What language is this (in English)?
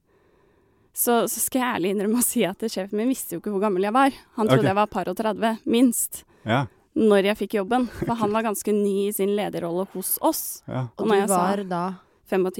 Norwegian